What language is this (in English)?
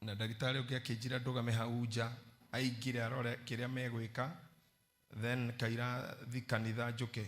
Kikuyu